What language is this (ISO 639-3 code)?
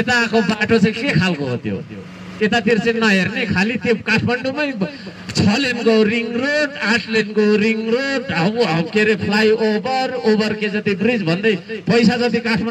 nep